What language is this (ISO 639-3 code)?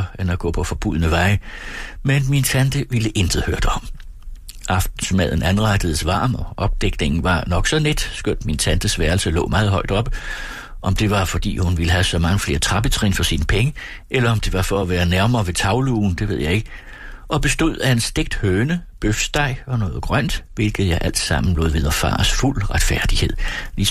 dan